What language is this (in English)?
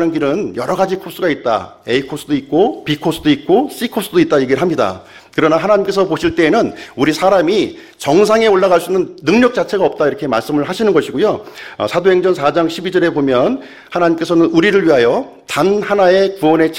Korean